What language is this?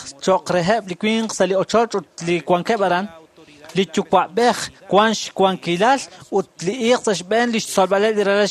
Kekchí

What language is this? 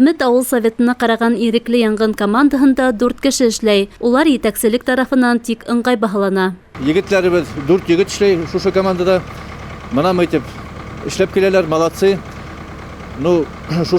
Bashkir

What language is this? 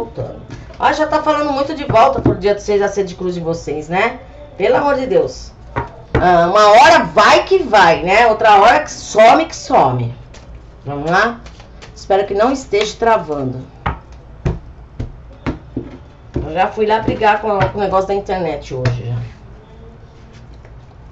Portuguese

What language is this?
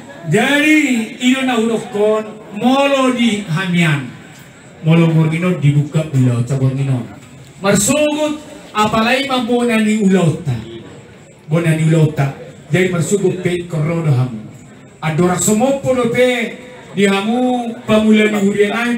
Batak Toba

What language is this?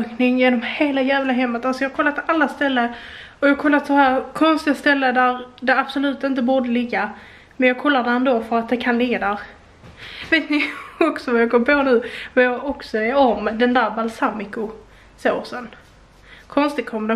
Swedish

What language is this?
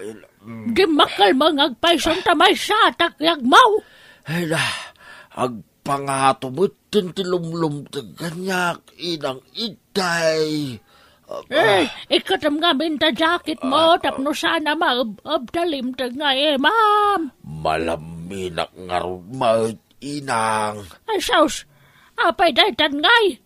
Iloko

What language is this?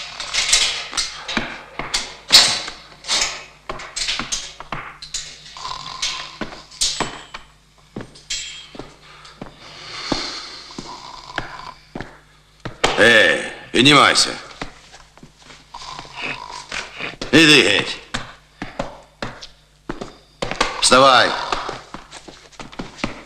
Ukrainian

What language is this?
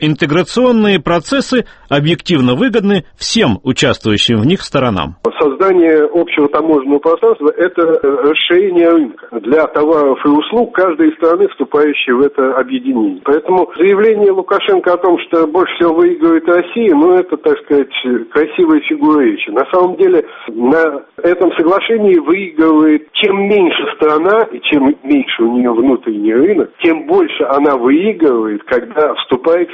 Russian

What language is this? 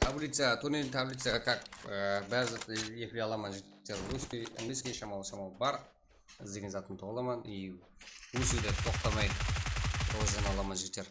Kara-Kalpak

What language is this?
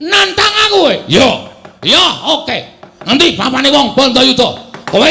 Javanese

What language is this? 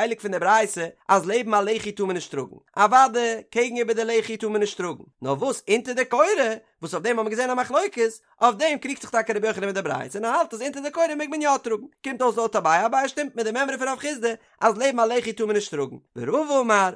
Yiddish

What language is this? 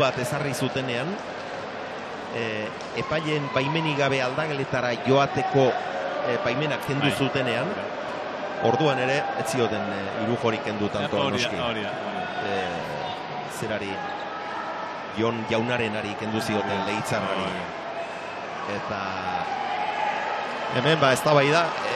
Basque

